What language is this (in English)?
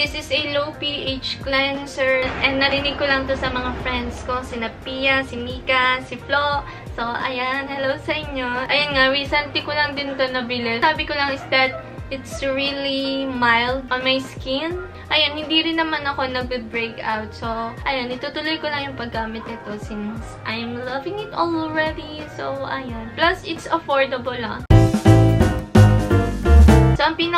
Filipino